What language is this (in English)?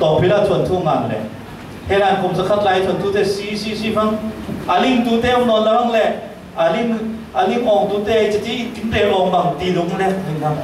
Falam Chin